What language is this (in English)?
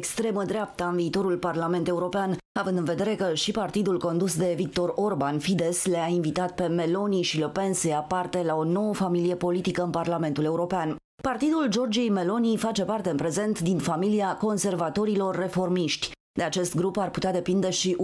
Romanian